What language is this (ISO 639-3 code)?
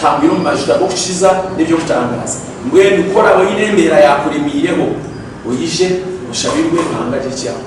nyn